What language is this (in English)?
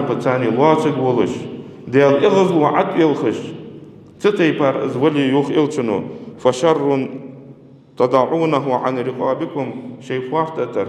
Ingush